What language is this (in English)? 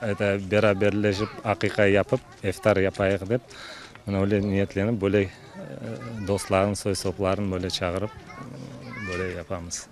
Crimean Tatar